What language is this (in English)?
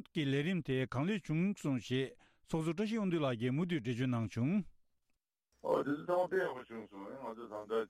Tibetan